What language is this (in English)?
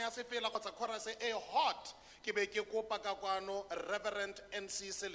Tswana